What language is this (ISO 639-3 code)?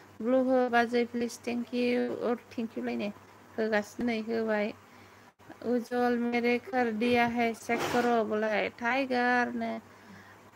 brx